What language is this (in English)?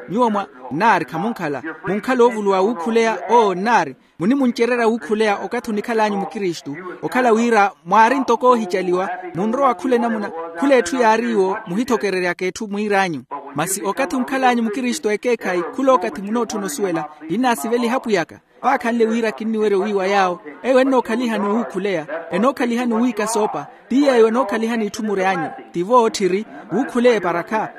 Makhuwa